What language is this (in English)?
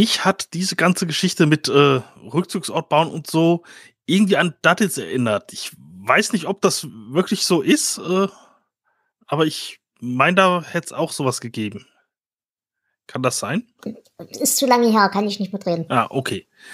German